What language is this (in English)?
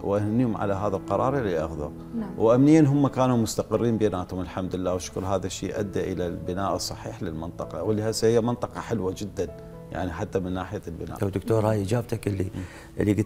Mesopotamian Arabic